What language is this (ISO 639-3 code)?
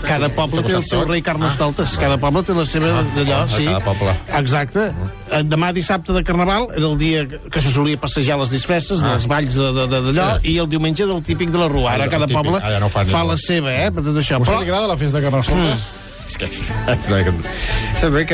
cat